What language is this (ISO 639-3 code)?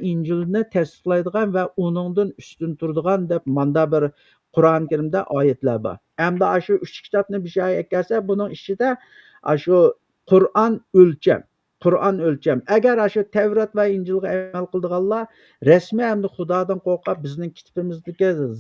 uig